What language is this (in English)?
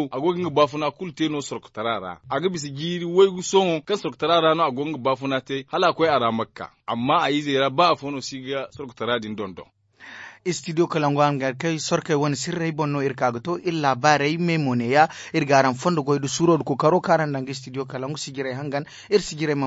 Zarma